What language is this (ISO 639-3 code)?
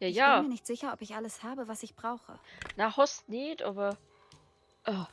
bar